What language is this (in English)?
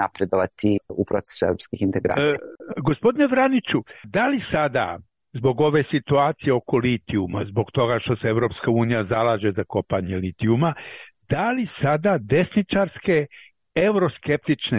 Serbian